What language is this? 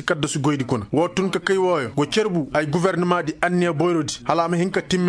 Koyraboro Senni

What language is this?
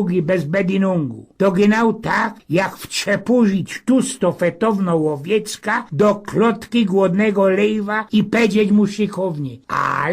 Silesian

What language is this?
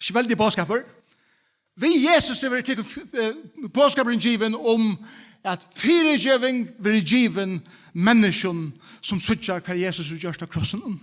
Faroese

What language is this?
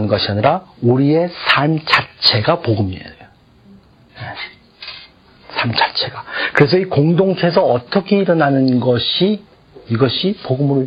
Korean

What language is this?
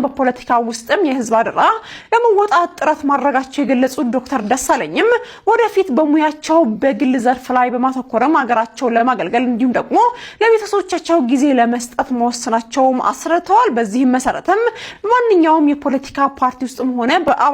Amharic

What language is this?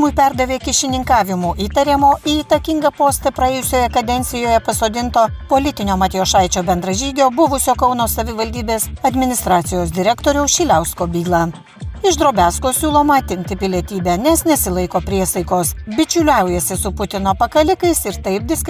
Lithuanian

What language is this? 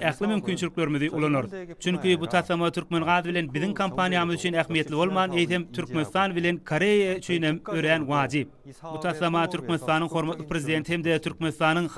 Turkmen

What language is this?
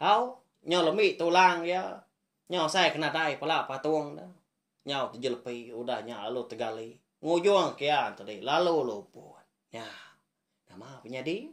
Iban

